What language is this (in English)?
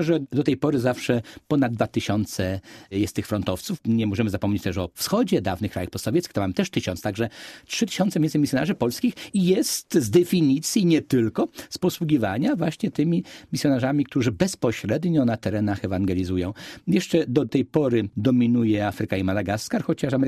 Polish